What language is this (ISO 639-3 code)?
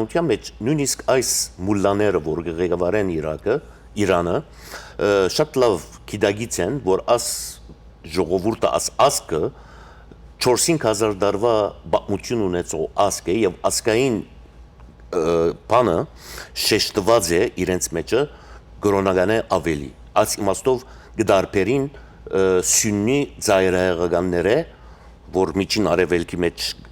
hyw